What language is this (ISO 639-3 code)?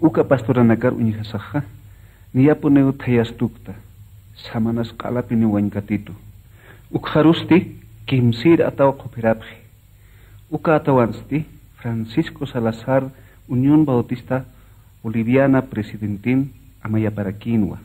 aym